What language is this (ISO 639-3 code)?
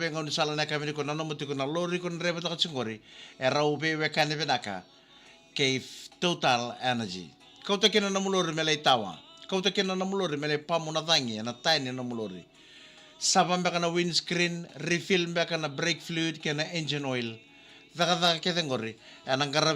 fij